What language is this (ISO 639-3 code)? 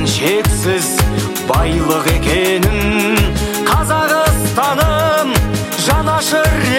kaz